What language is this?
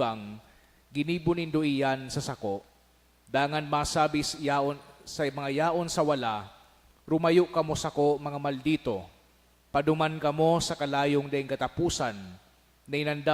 Bikol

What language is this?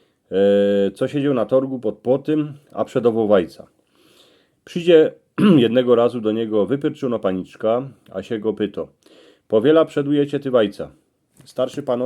Silesian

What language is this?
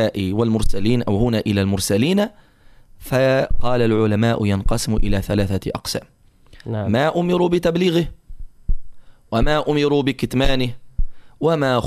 Arabic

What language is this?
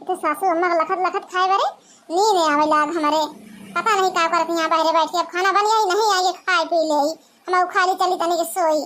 Awadhi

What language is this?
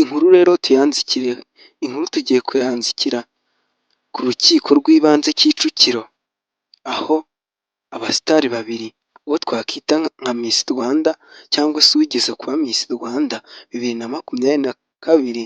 Kinyarwanda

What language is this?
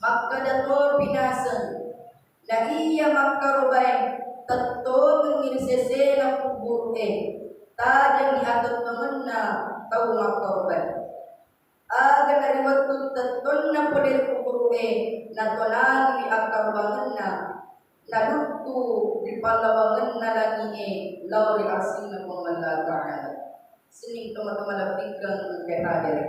Buginese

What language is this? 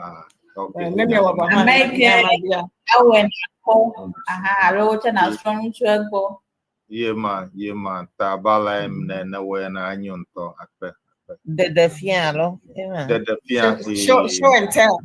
Ewe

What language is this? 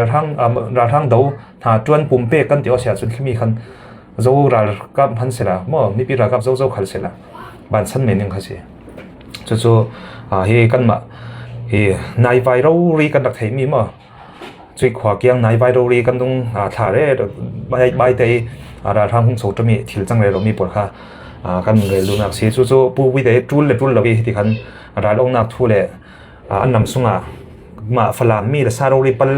Falam Chin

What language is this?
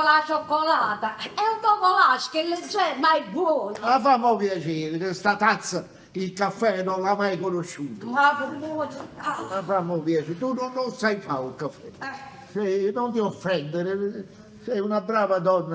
Neapolitan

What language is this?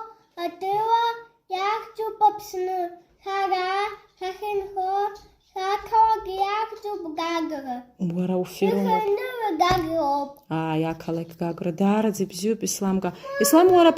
Abkhazian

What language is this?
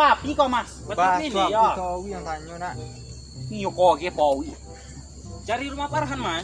Minangkabau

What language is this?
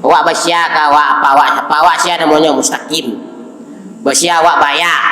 Minangkabau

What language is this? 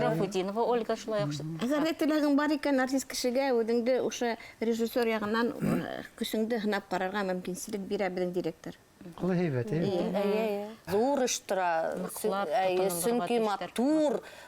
Bashkir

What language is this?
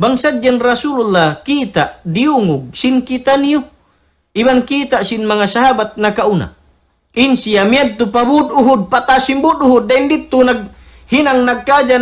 Tausug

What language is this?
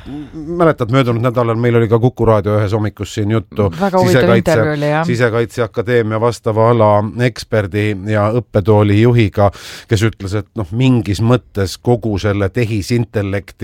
Estonian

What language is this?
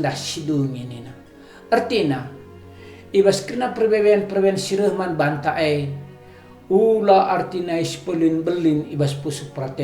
Batak Karo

